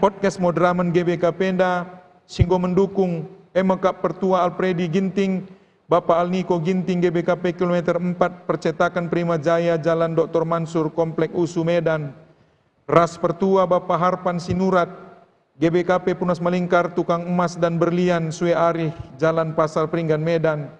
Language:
Batak Karo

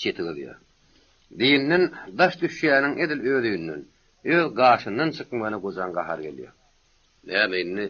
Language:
Turkmen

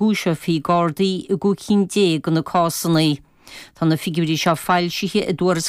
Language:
Irish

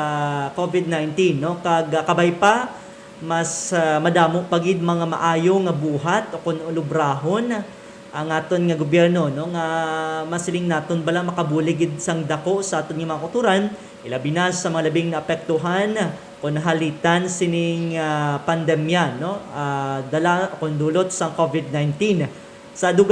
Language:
Hiligaynon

